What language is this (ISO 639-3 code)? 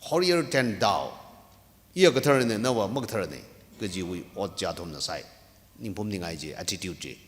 nmf